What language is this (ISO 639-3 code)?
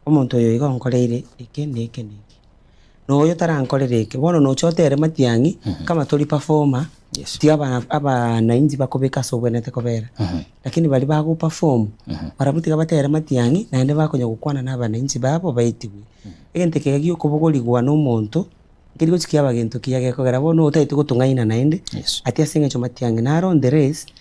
guz